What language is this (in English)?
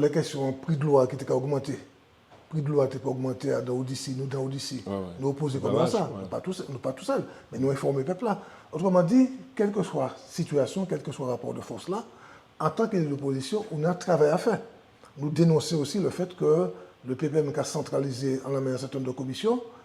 Guadeloupean Creole French